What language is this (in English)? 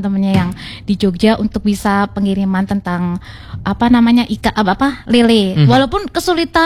Indonesian